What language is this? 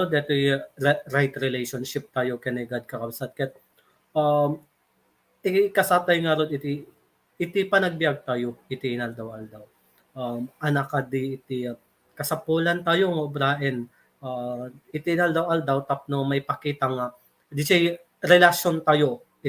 Iloko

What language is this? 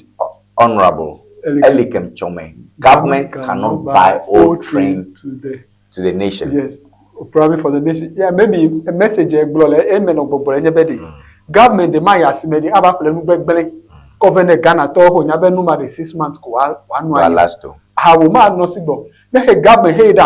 Ewe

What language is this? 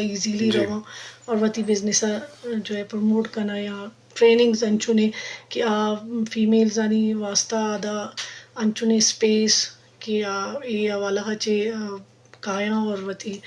Eastern Balochi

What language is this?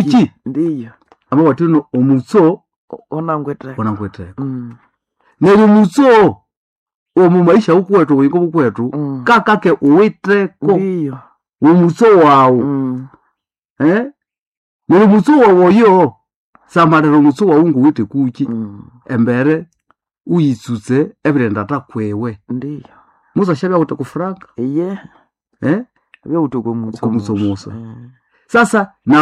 Nande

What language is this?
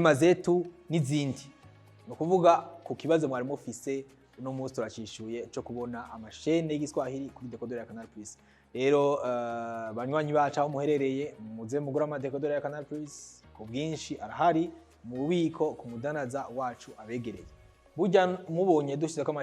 Rundi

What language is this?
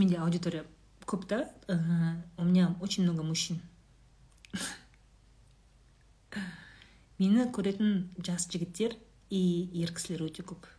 Kazakh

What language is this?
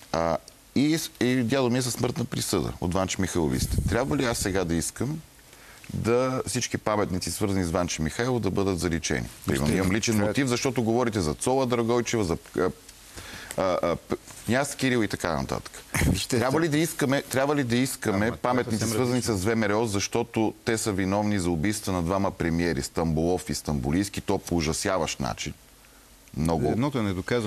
Bulgarian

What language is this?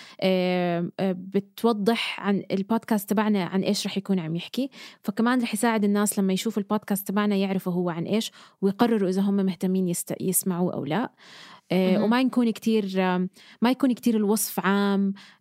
North Levantine Arabic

